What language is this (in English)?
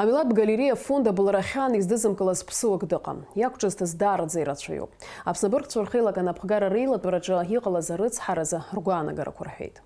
Abkhazian